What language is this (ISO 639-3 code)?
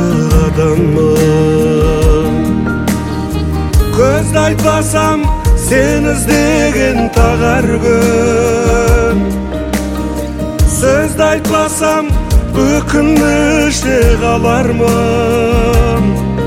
kaz